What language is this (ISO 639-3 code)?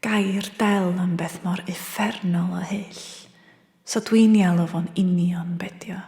cym